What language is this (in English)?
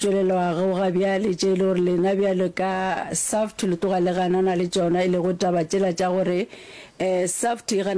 Northern Sotho